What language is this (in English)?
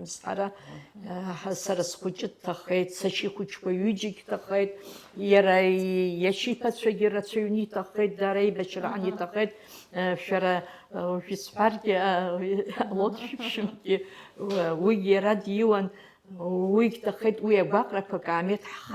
Abkhazian